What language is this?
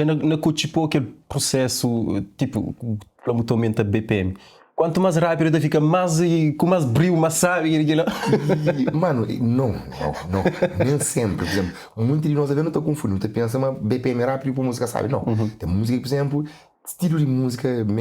Kabuverdianu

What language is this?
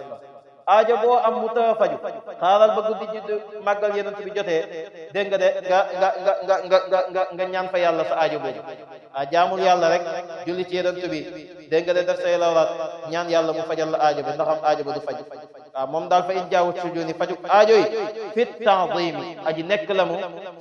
Wolof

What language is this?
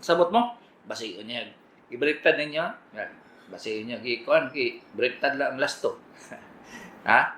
Cebuano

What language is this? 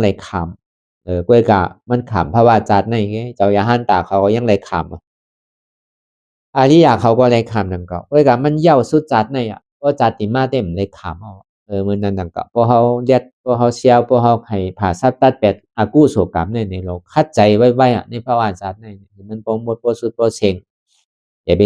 Shan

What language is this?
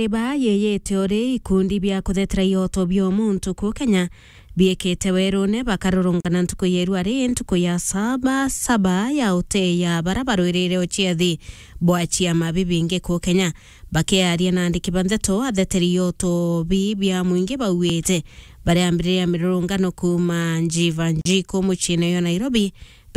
Meru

